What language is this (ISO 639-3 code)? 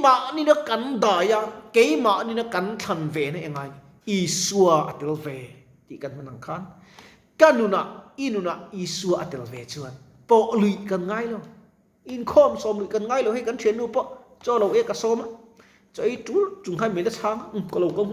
lus